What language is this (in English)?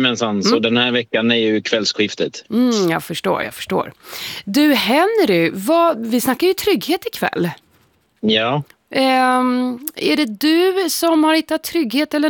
Swedish